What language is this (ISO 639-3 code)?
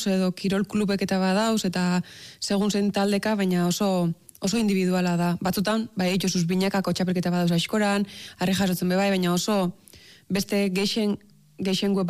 eus